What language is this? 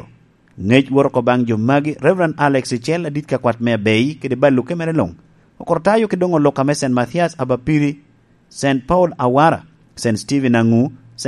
Lango (Uganda)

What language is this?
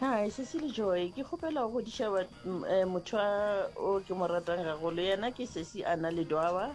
Northern Sotho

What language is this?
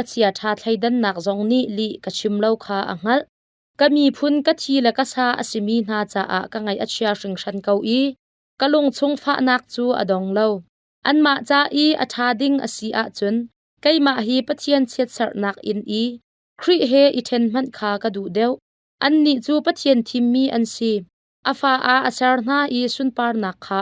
Hakha Chin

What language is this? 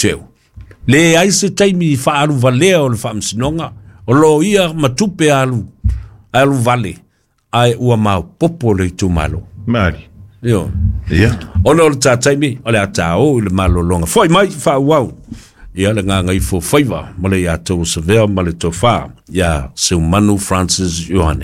Samoan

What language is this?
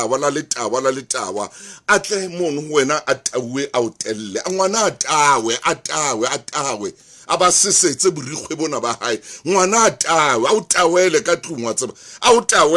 Southern Sotho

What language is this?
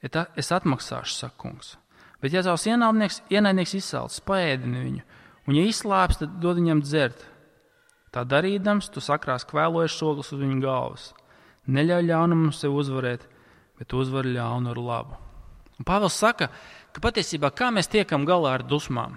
Latvian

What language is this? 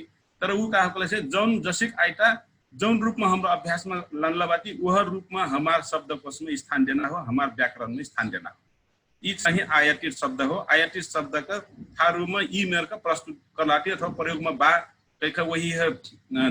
Dangaura Tharu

